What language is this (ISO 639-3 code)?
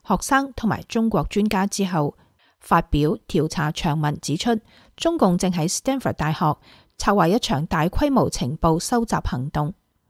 yue